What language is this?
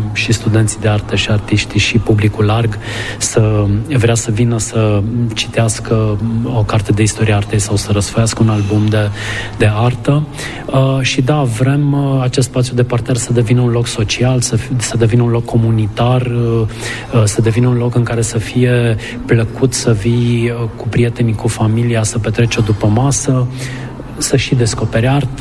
Romanian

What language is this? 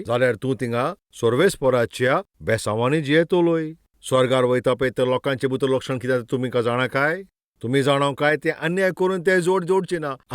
Konkani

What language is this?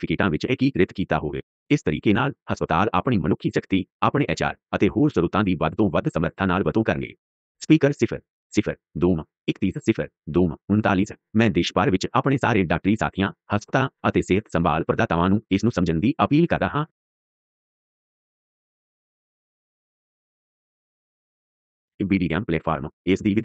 Punjabi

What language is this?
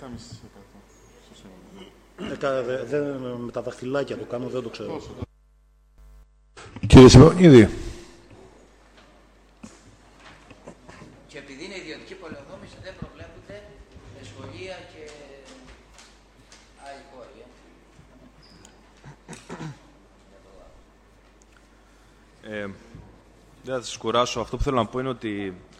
Greek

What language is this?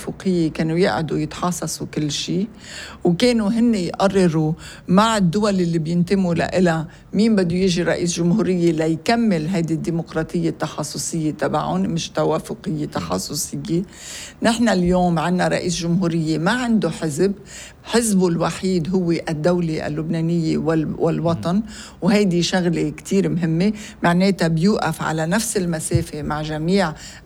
North Levantine Arabic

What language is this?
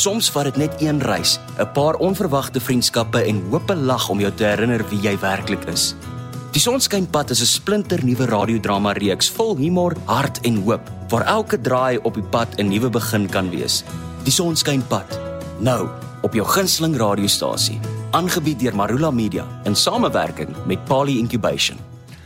Afrikaans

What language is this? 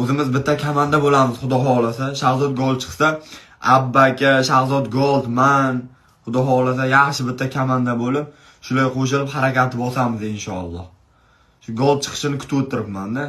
Uzbek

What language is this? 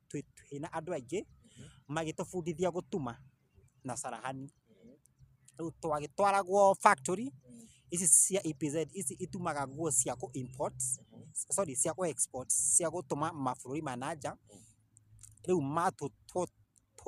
Kikuyu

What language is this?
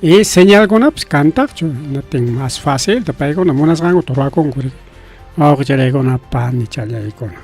Ayacucho Quechua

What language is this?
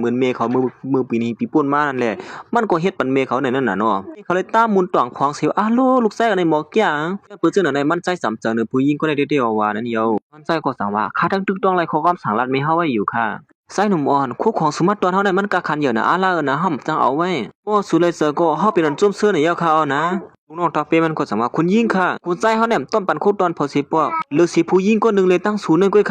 Shan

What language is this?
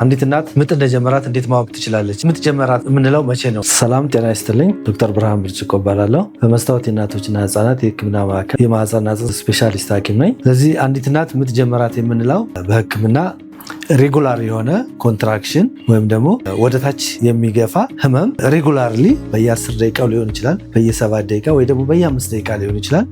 Amharic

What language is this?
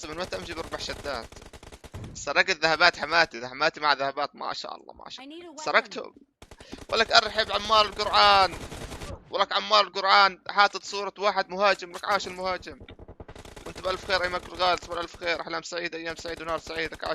North Levantine Arabic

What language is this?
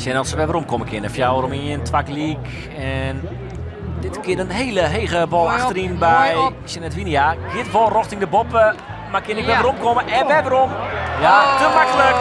Western Frisian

